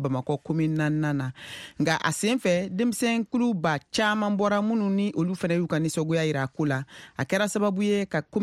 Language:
Bambara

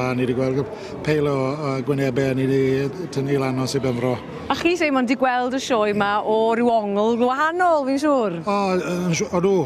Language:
Welsh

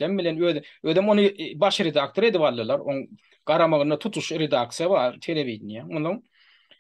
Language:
Turkmen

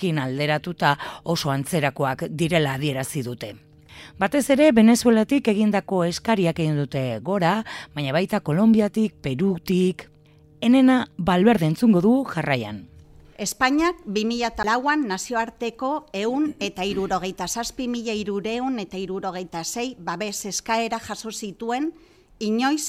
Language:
Basque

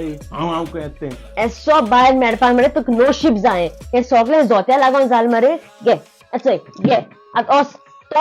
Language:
Konkani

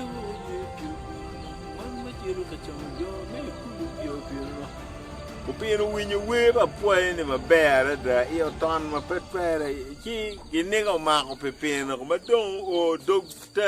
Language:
Acoli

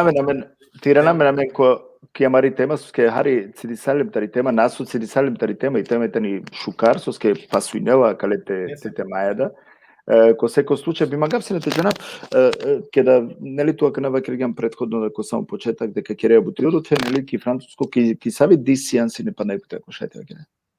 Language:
Balkan Romani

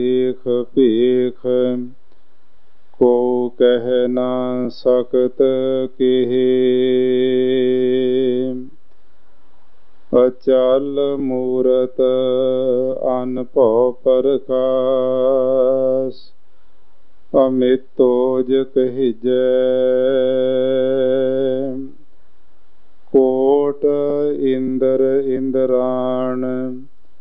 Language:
Punjabi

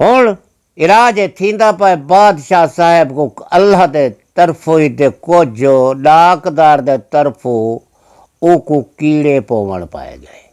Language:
Saraiki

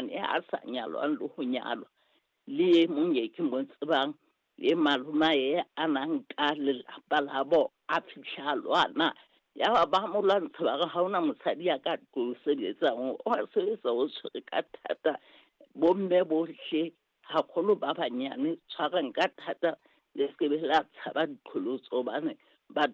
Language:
Southern Sotho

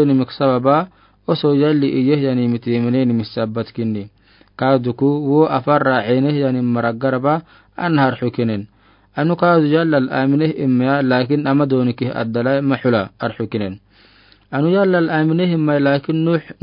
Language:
Afar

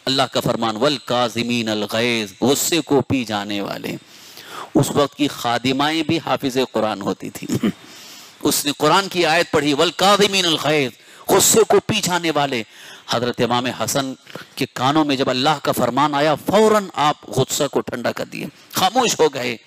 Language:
Urdu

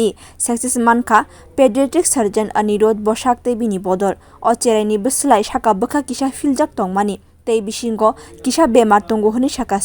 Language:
Kok Borok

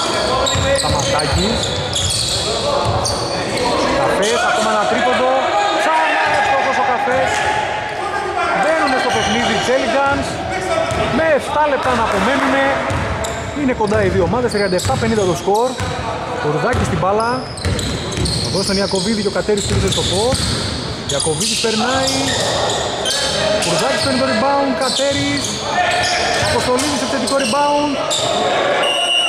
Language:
Greek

